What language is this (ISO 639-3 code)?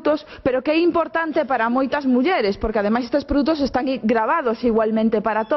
glg